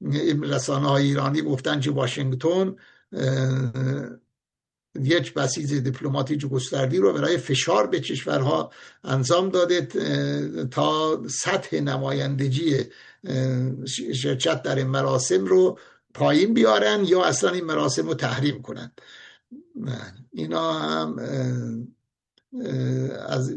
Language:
Persian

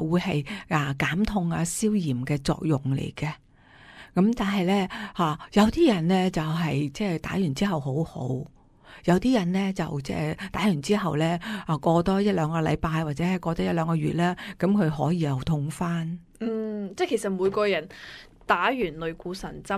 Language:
Cantonese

